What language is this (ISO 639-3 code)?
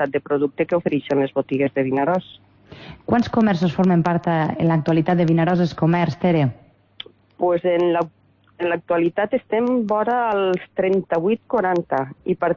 cat